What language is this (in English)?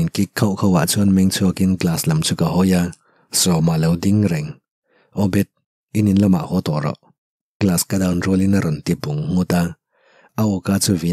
Mizo